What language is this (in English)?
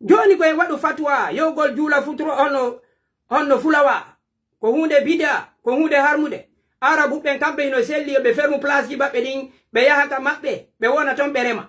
Pular